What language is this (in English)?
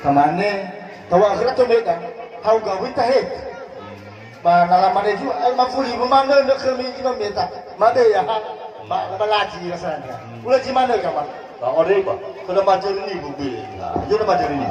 Nias